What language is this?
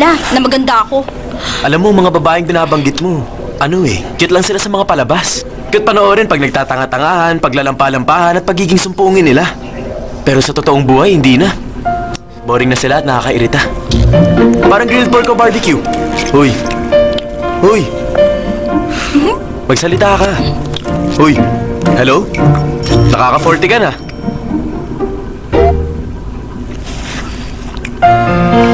Filipino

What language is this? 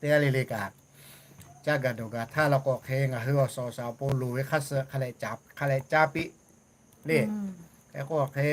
Lahu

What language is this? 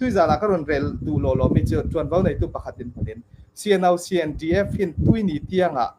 Hakha Chin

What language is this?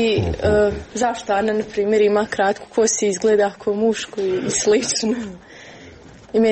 Croatian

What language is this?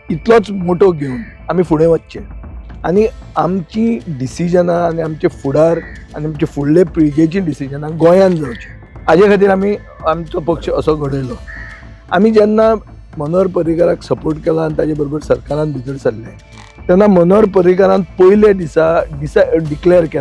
Konkani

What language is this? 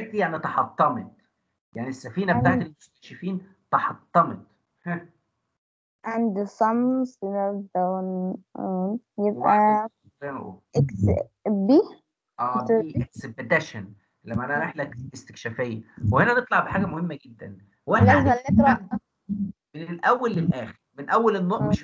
Egyptian Arabic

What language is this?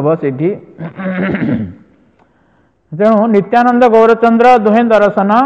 Odia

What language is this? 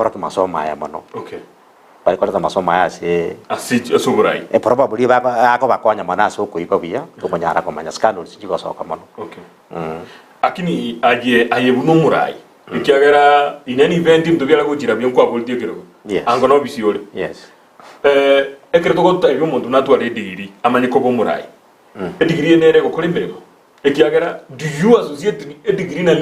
Gusii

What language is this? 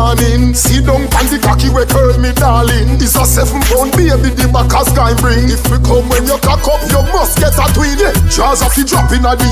Jamaican Creole English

